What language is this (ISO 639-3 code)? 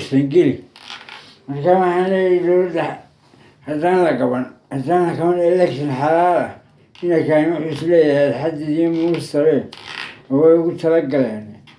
som